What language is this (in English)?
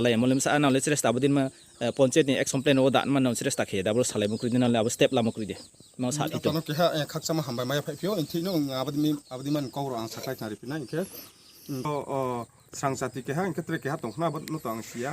Riang (India)